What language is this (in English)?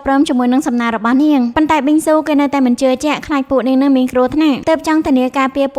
Khmer